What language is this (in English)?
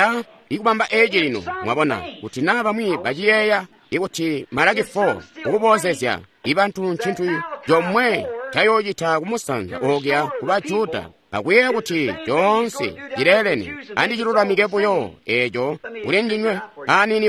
Tonga (Zambia)